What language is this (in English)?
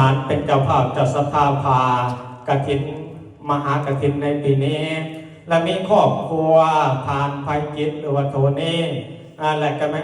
Lao